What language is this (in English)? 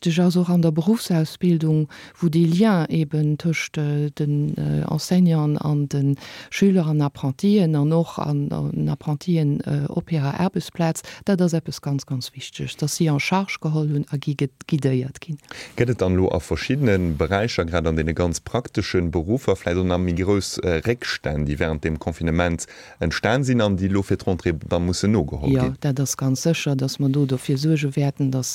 Luxembourgish